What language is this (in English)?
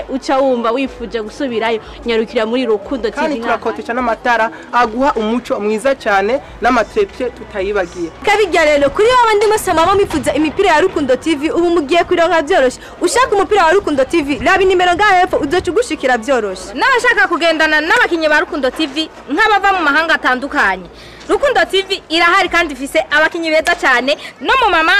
Rundi